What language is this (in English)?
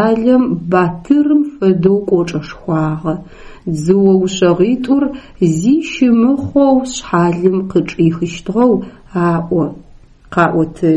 Adyghe